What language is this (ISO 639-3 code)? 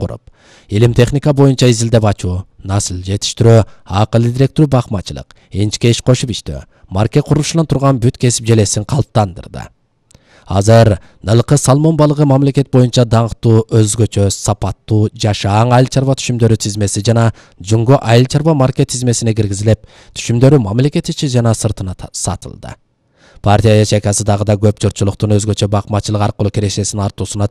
kir